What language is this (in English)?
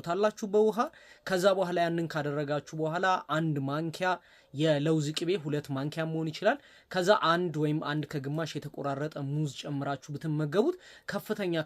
Amharic